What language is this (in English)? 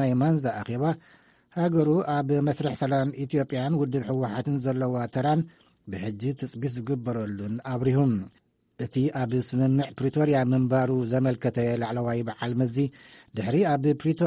Tigrinya